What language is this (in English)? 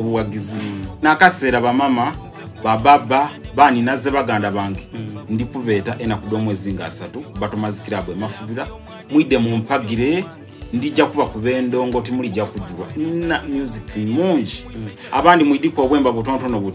Soga